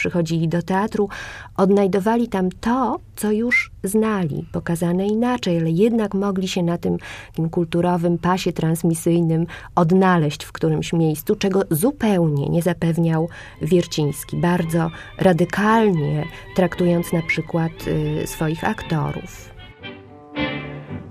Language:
Polish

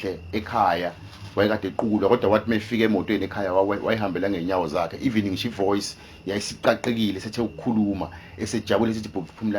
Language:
Zulu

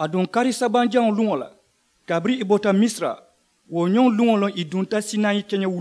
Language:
Mandingo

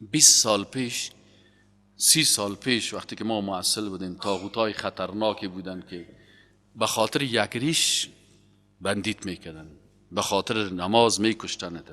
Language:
Persian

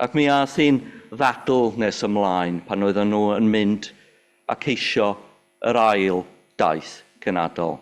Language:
Welsh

